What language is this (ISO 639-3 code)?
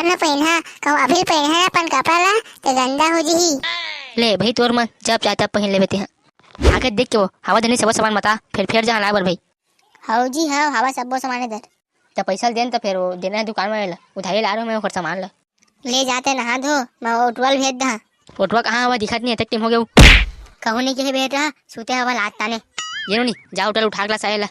hne